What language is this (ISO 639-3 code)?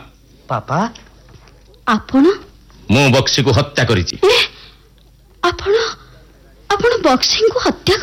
ori